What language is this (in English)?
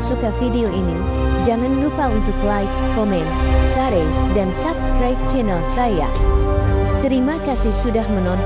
Indonesian